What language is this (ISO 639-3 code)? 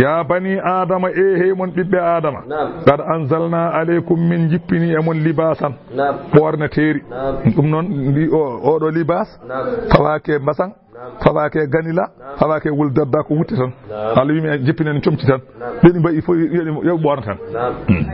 ful